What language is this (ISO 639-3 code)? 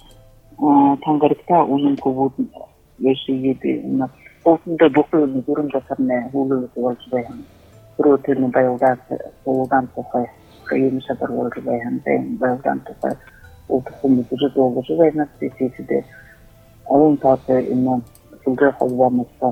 bua